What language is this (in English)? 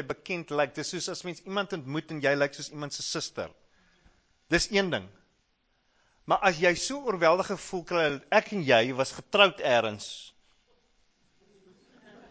Afrikaans